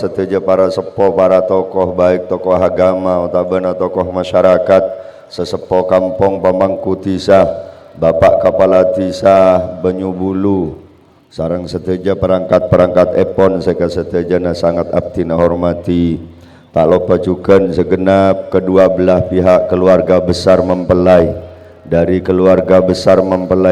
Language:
Madurese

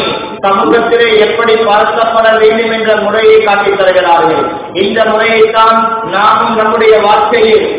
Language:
Tamil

